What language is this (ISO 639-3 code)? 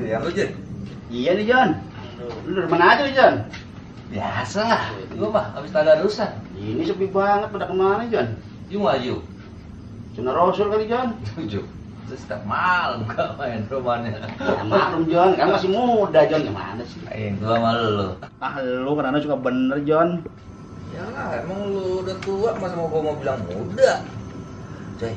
bew